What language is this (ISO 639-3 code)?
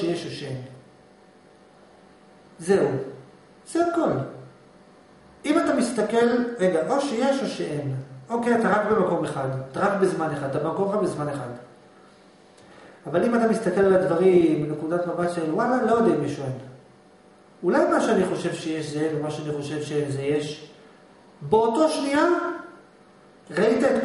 heb